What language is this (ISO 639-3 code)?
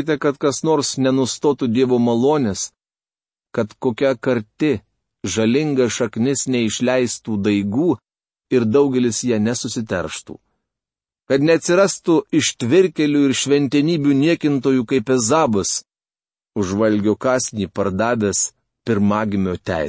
lit